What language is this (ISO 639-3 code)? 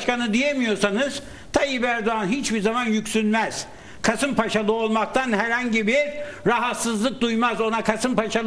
tur